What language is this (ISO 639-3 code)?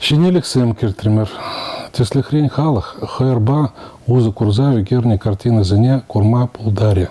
chv